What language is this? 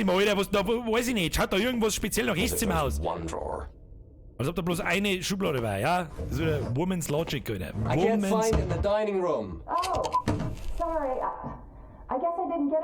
Bavarian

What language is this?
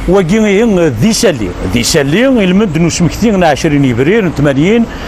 Kabyle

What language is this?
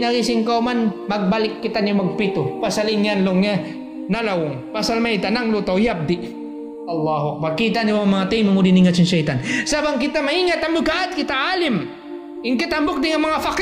Tausug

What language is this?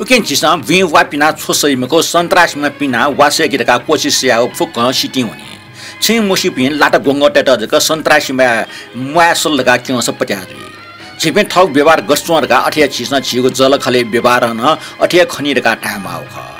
Newari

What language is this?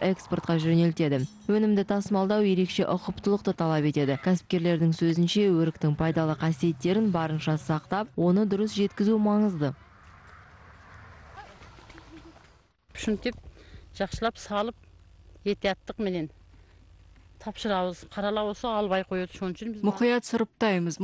Kazakh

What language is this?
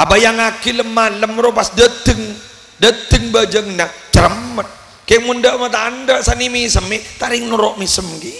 Madurese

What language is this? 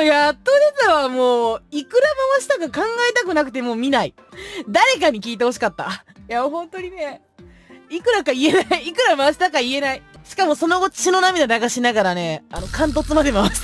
Japanese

